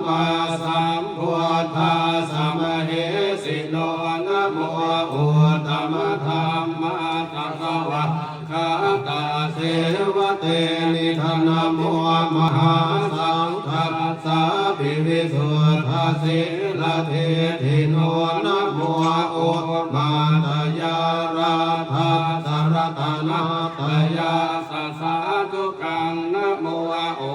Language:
Pali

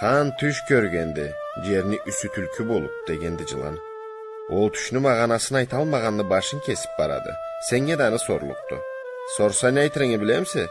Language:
Karachay-Balkar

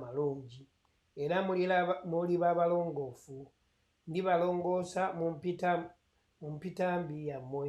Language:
Ganda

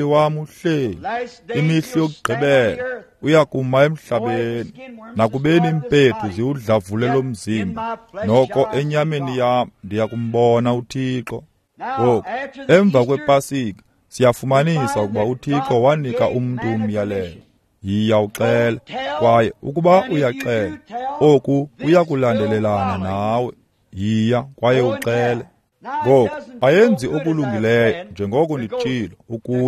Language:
Xhosa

